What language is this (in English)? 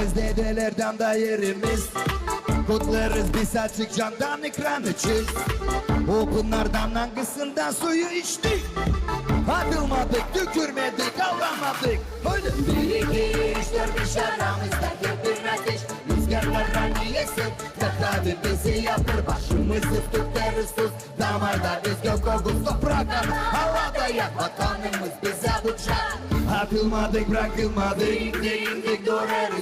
Gagauz